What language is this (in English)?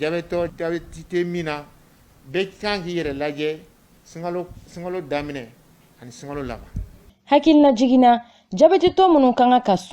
Bambara